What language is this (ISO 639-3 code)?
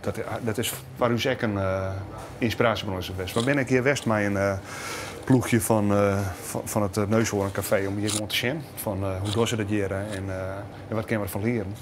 fry